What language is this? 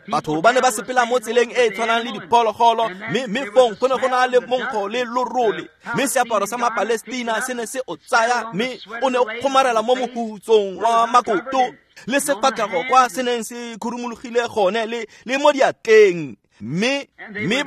Tswana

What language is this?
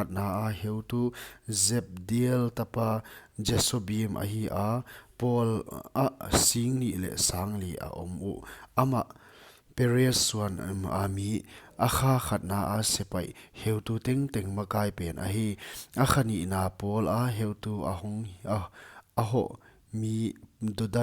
Paite Chin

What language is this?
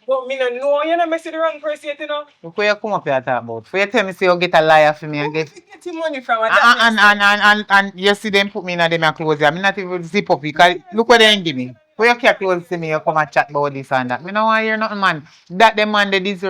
Jamaican Creole English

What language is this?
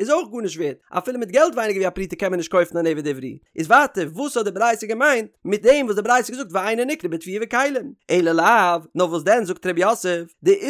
Yiddish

